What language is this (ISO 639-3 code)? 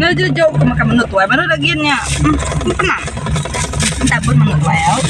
iba